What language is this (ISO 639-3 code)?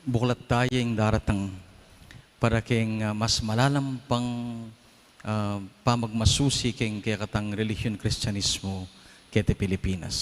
pam